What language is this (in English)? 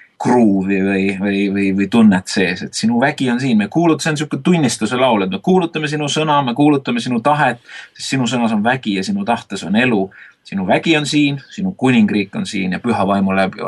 Estonian